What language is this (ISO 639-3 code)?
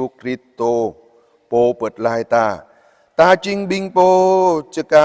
jra